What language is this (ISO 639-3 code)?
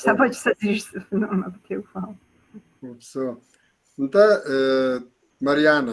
kbd